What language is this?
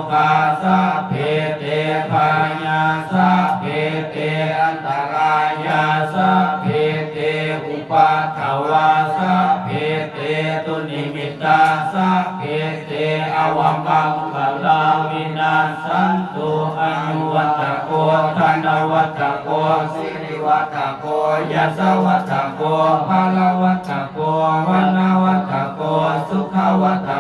Pali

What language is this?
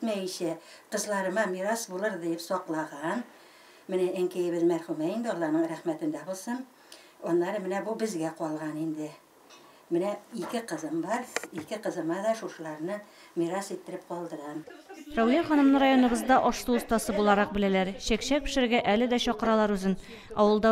Tatar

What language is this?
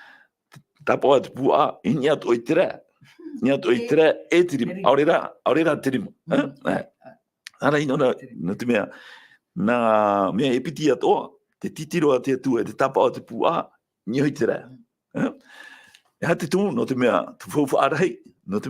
Tahitian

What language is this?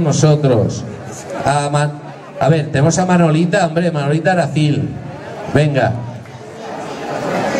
Spanish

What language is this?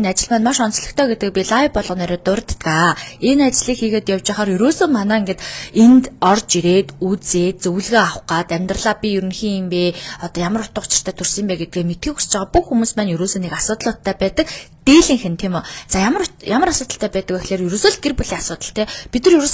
Mongolian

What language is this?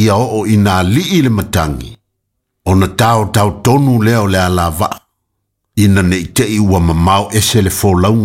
Samoan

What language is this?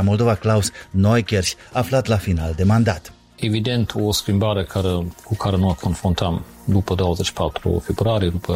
Romanian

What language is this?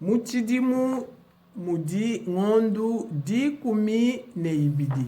Luba-Lulua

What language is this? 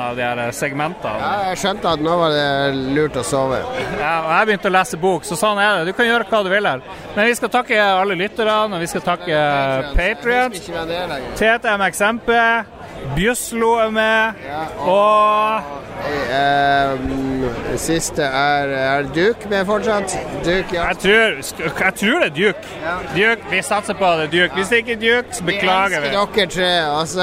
Norwegian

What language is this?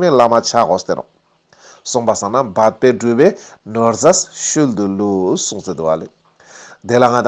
Ladakhi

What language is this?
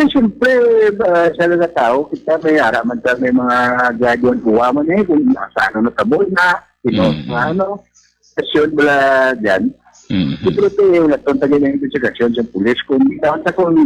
Hiligaynon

